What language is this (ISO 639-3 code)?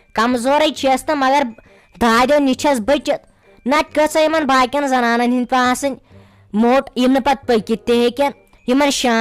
kas